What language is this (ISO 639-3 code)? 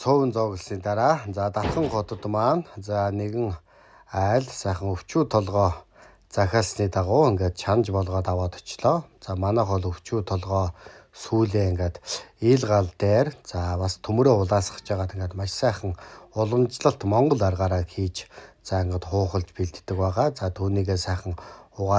mon